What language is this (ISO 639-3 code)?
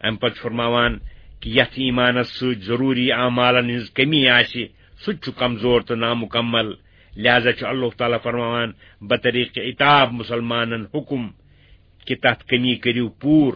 kas